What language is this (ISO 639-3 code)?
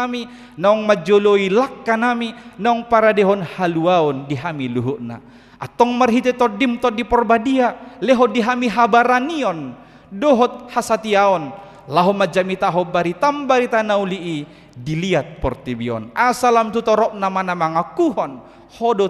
bbc